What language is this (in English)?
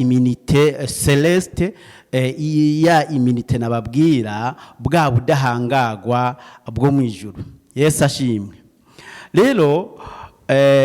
Rundi